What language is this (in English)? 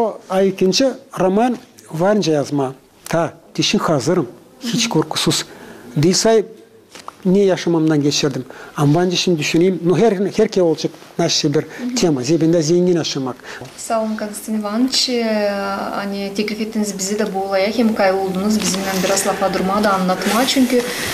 Gagauz